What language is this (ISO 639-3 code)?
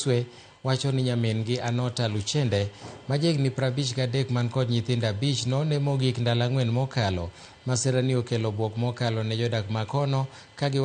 luo